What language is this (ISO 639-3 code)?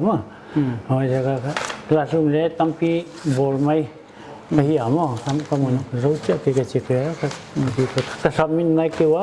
pck